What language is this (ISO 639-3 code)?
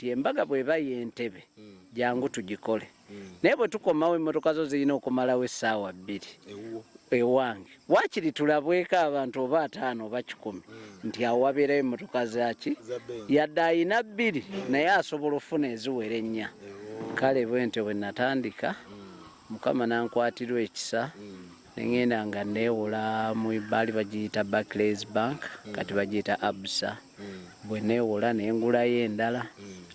lug